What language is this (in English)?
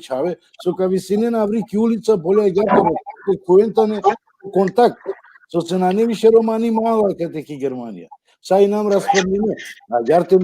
Balkan Romani